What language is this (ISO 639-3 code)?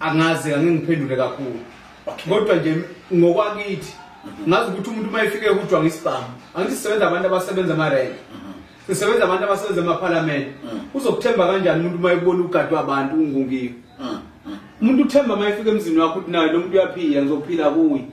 zul